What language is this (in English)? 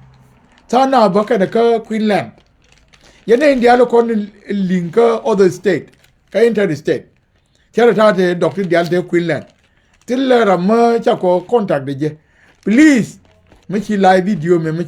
Nuer